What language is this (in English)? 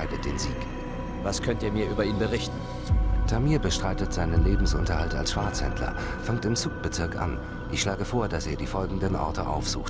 Bavarian